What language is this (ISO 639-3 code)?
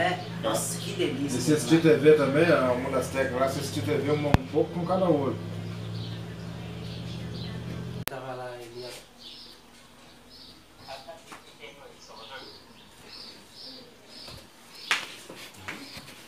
por